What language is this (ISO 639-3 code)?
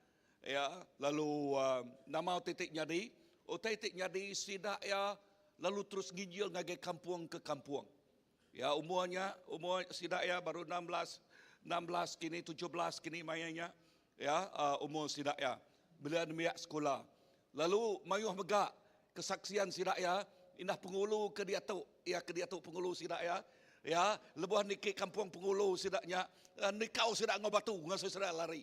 iba